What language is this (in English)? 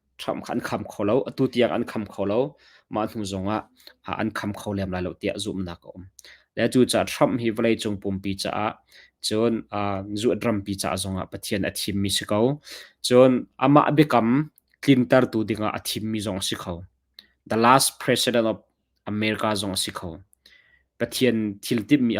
Hakha Chin